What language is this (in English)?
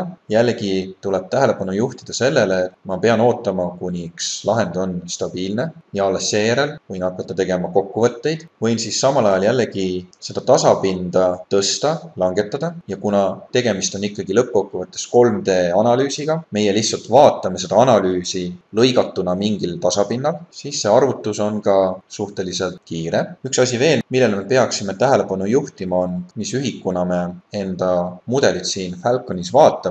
Estonian